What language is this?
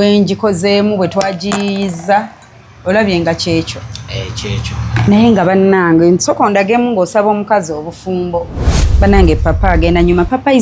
Ganda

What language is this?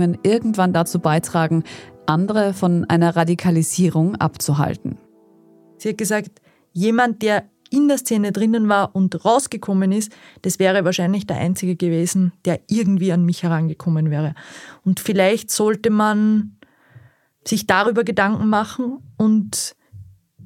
German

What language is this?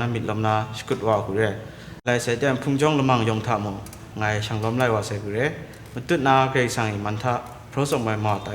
Kachin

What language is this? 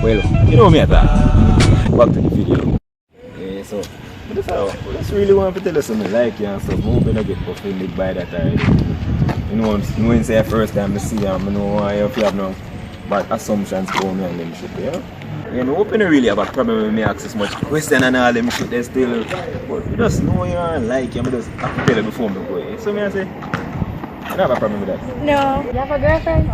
Jamaican Creole English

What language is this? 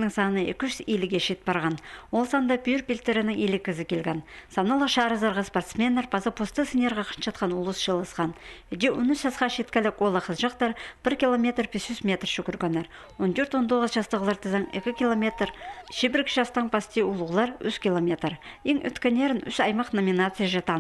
Khakas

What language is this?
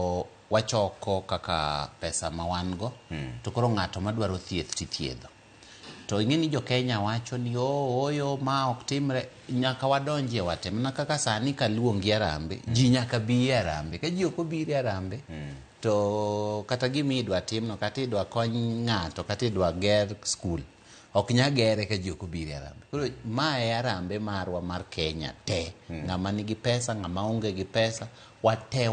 Luo (Kenya and Tanzania)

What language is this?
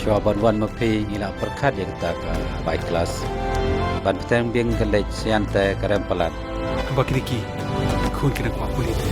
Khasi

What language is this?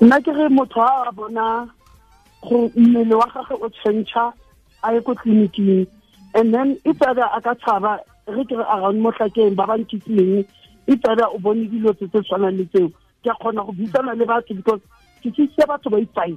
Tswana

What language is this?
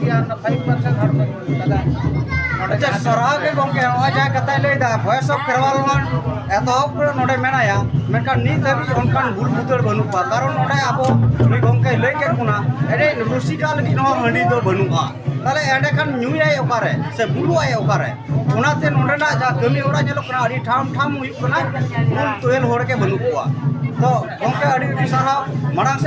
Santali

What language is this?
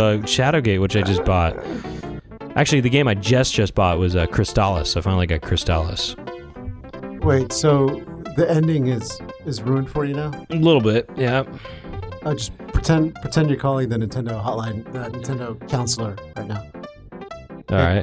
English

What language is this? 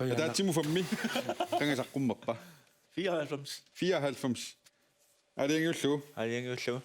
Kalaallisut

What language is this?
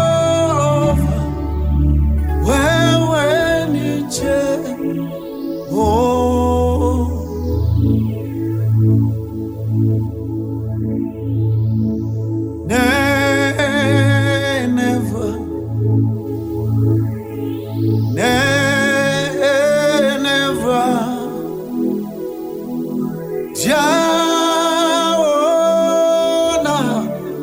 Swahili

